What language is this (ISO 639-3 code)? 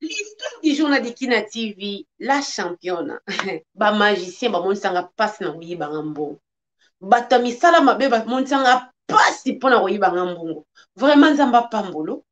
lin